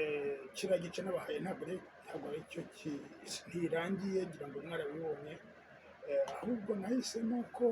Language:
Kinyarwanda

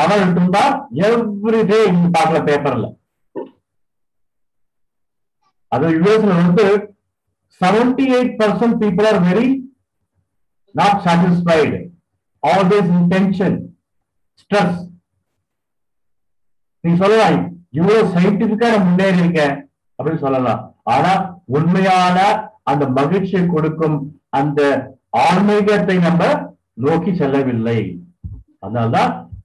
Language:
Tamil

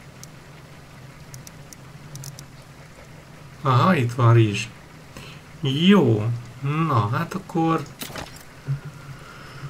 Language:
Hungarian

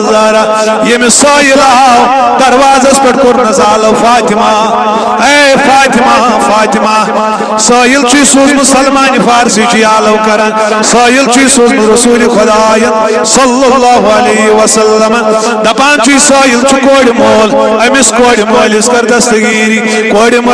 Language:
Kashmiri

